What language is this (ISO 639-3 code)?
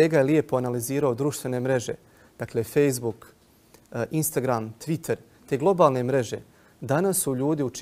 bos